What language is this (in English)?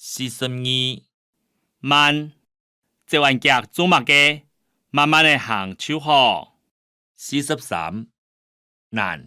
Hakka Chinese